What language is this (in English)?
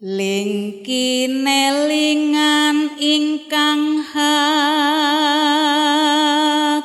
Javanese